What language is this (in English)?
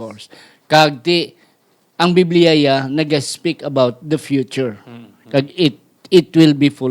Hiligaynon